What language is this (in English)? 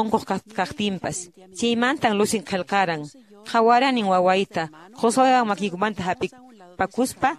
Quechua